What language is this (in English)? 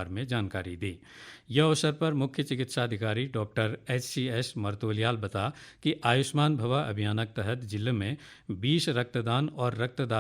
Garhwali